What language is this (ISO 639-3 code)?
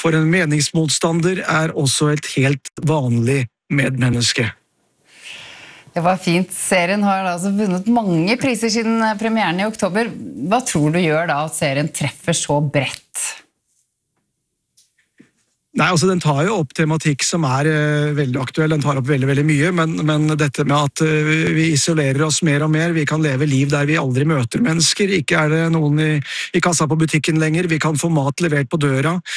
nor